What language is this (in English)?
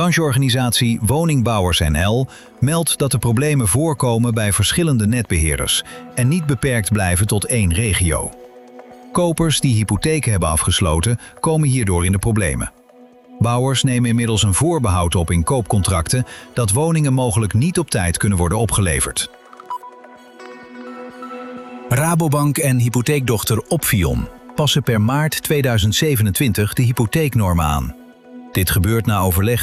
Dutch